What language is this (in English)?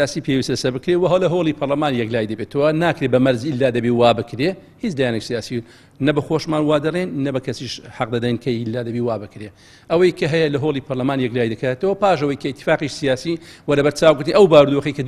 Central Kurdish